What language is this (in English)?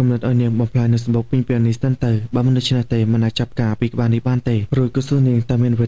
Khmer